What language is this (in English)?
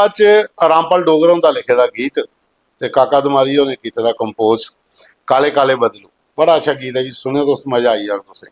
Dogri